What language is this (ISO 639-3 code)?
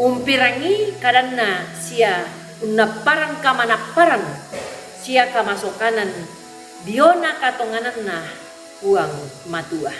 sda